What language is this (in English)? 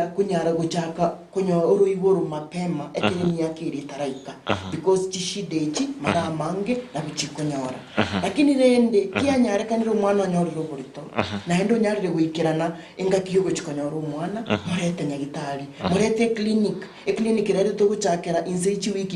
Gusii